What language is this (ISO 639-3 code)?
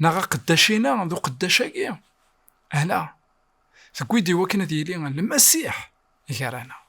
kab